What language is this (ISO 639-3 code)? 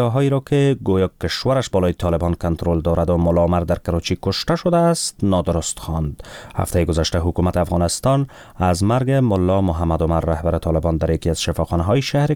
fas